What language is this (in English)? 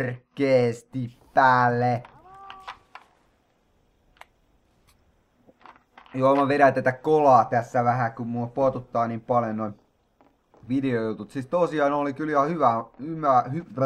Finnish